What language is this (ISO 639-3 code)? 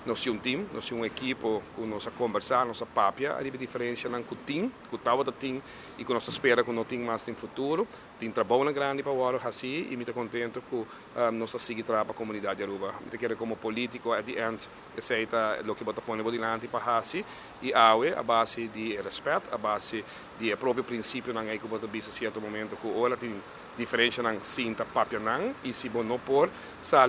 pap